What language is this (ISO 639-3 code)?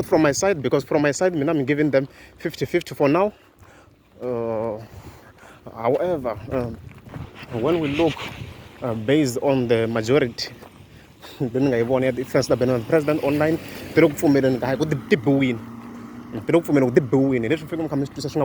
tso